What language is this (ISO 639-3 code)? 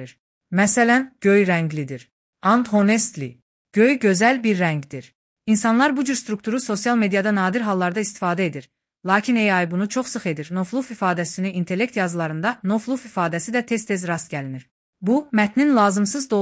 aze